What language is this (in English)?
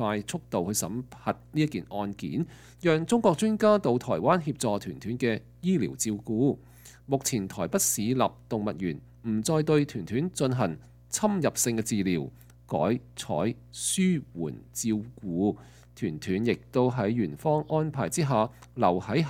Cantonese